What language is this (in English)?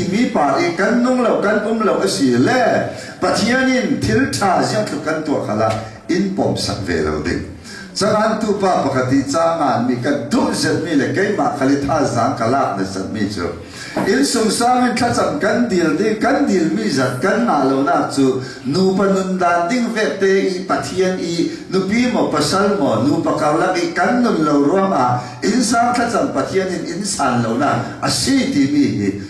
Falam Chin